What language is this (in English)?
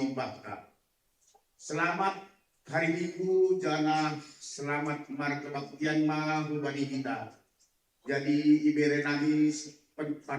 Batak Simalungun